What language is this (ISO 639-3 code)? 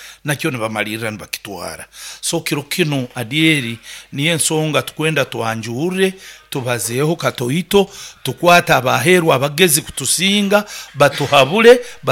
nyo